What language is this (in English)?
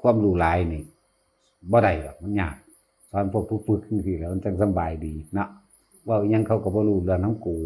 Northeastern Thai